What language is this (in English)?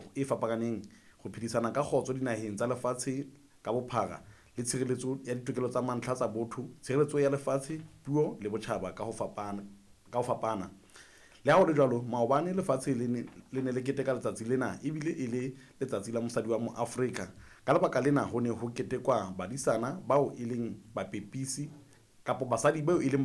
Southern Sotho